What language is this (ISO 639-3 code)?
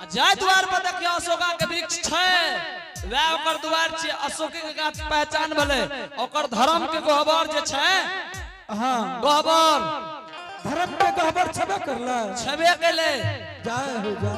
anp